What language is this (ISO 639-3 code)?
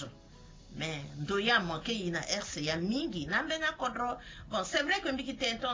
sag